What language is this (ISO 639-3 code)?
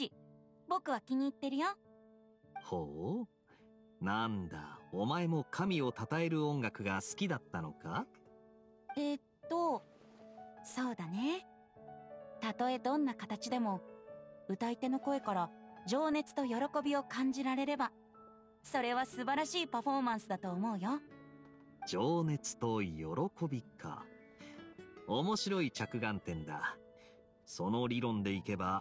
jpn